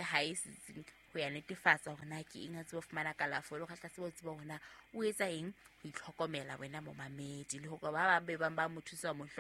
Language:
Southern Sotho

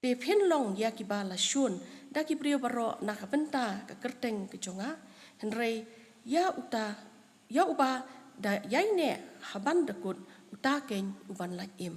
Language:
Khasi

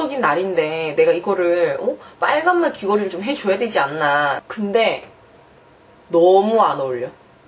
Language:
Korean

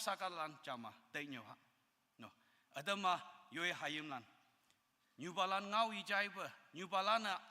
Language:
Konyak Naga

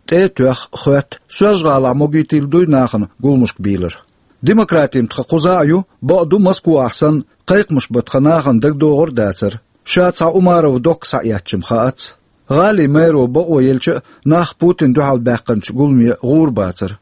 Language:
Chechen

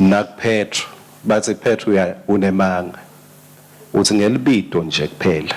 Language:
Swati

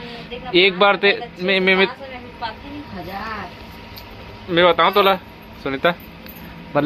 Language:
Chhattisgarhi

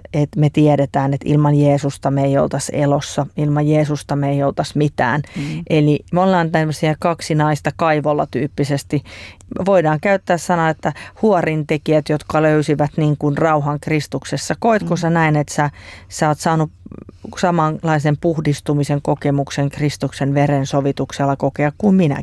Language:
Finnish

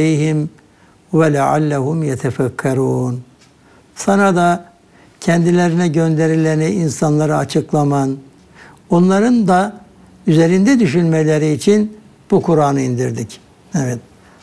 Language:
Turkish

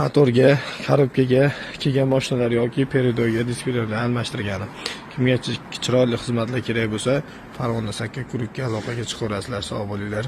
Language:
Uzbek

